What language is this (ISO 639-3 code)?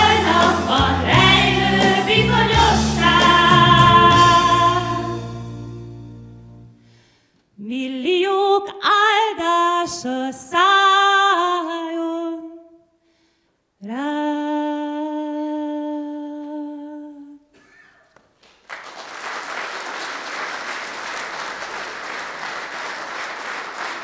hun